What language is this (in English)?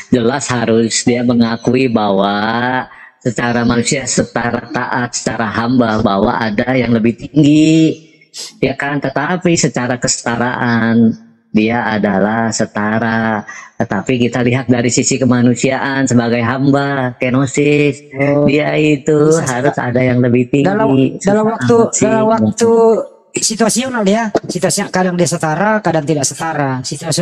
Indonesian